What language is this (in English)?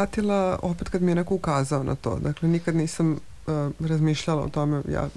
Serbian